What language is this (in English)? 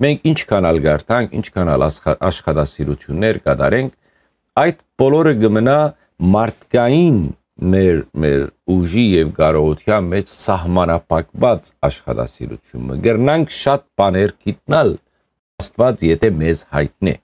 Western Armenian